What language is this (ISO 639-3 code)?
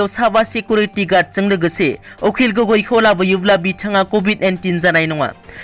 brx